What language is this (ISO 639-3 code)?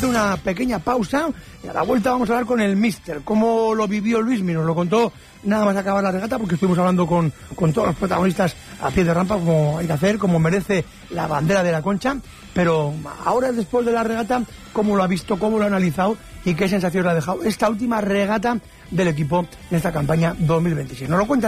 spa